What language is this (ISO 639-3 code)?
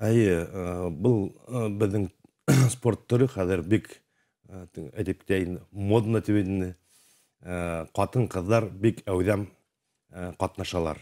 bak